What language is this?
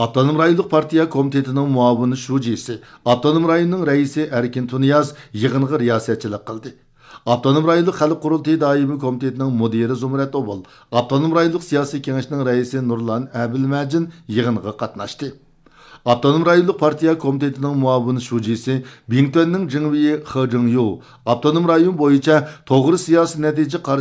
Uyghur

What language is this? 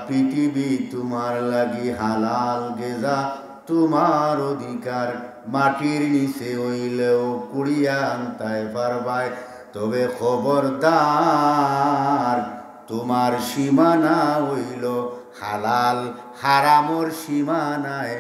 Sylheti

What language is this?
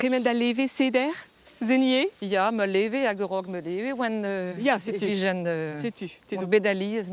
Breton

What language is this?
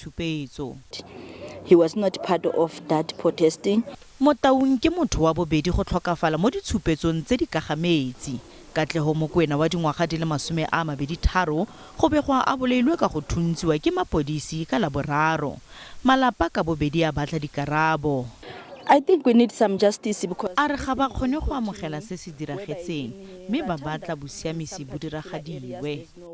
Tswana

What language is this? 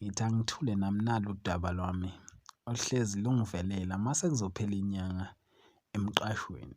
Zulu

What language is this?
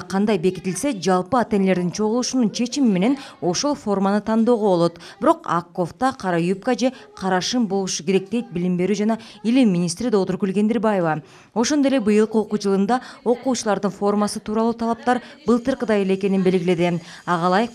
Kyrgyz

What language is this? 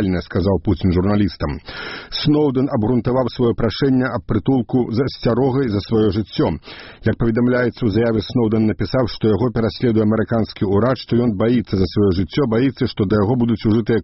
Belarusian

